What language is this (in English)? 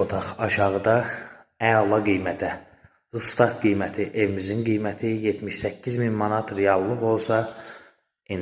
Azerbaijani